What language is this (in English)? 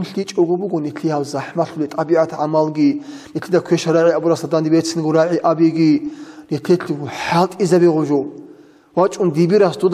Avaric